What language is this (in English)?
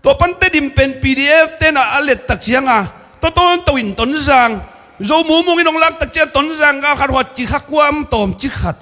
Tedim Chin